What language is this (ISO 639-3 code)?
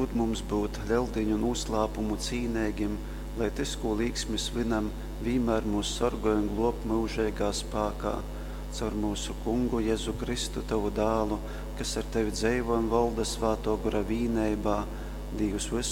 ltg